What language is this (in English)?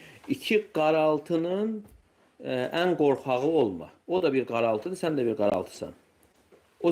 Azerbaijani